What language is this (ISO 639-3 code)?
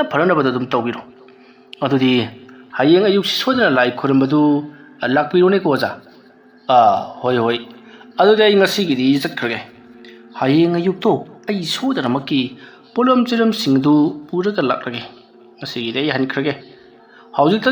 mni